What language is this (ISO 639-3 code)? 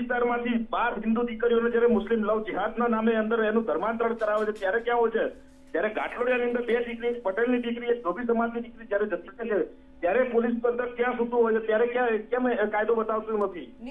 guj